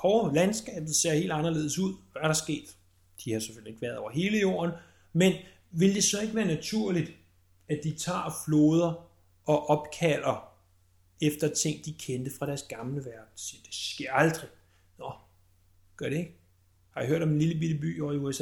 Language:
Danish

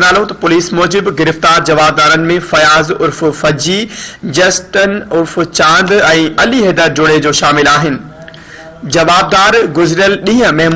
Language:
Sindhi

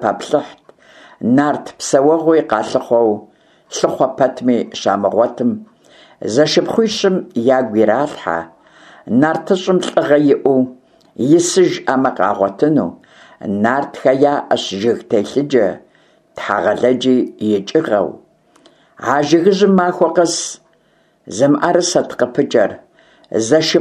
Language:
Kabardian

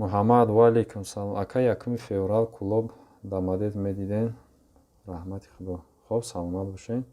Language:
Tajik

